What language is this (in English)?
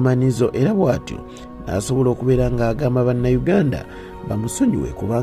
Ganda